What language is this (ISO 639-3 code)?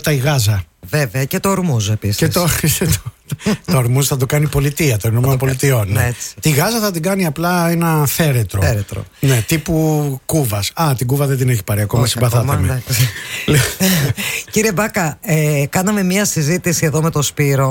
ell